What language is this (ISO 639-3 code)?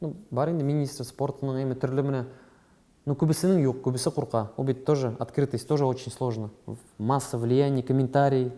tat